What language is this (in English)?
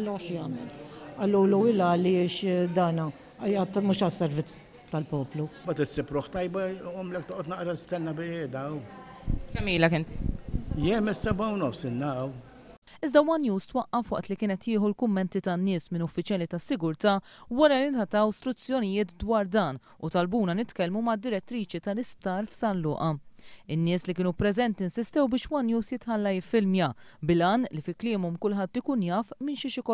Maltese